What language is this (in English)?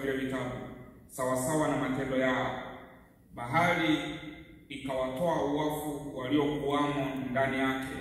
Swahili